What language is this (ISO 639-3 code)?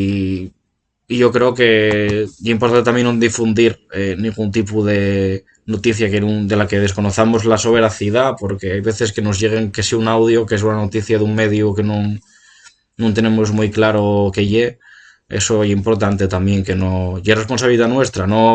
ast